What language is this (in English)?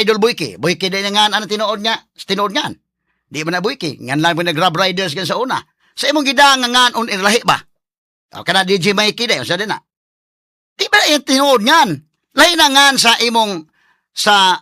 Cebuano